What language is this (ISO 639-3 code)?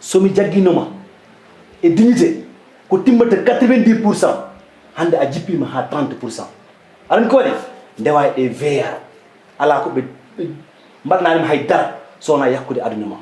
ful